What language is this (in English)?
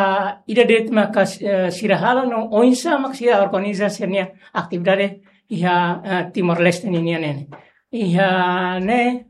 Tetum